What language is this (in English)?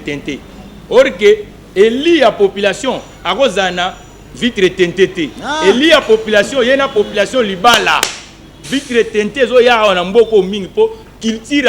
Lingala